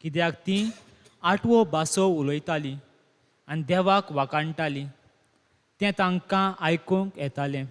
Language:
Konkani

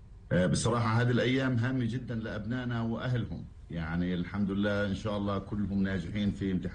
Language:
Arabic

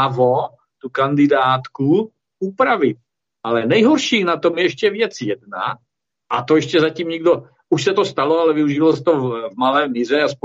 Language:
Czech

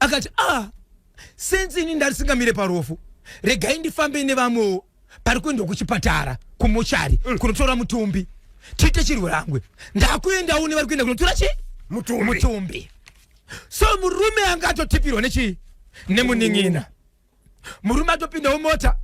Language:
Shona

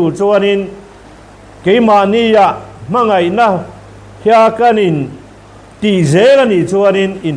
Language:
Mizo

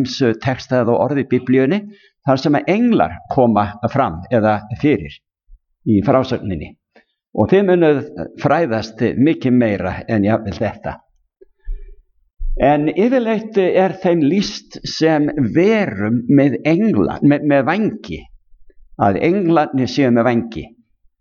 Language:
Icelandic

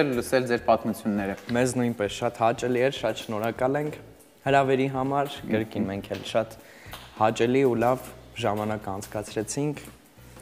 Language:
Armenian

